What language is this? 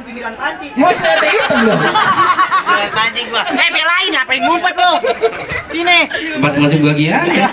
Betawi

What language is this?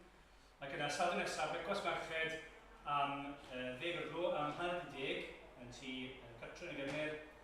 Welsh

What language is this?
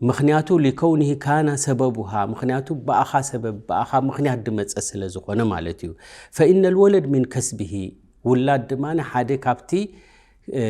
Tigrinya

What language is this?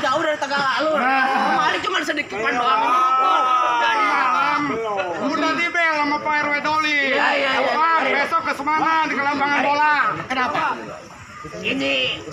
Betawi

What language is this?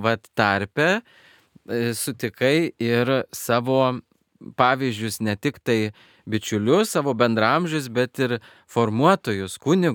Lithuanian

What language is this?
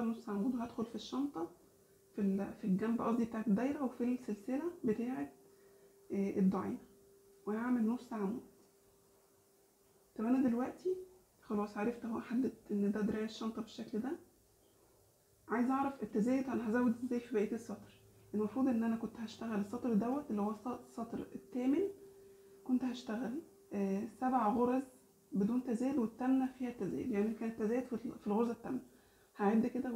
Egyptian Arabic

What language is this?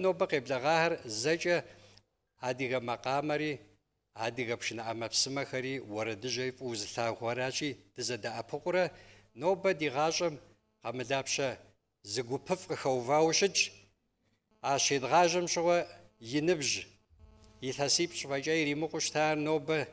Kabardian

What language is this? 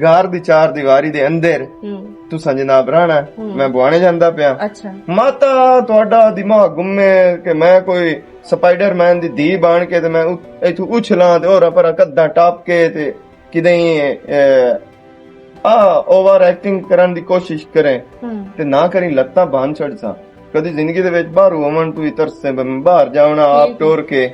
Western Panjabi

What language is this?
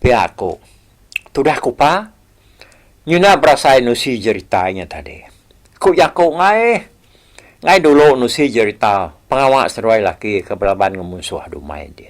Iban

